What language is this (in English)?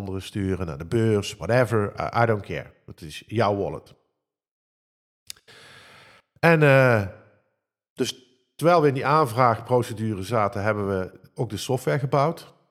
Dutch